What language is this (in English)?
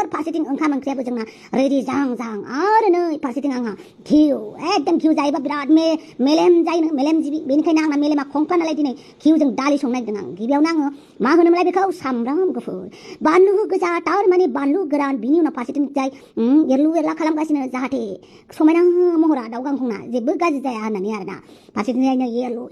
Bodo